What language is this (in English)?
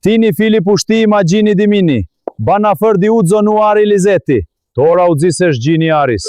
Aromanian